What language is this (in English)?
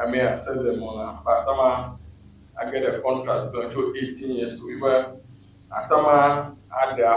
Ewe